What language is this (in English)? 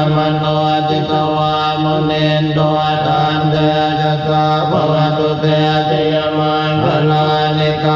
Pali